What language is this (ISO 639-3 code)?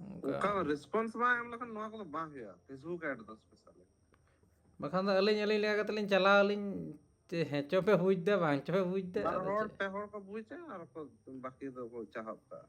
sat